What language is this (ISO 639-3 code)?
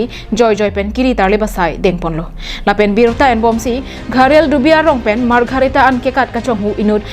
mjw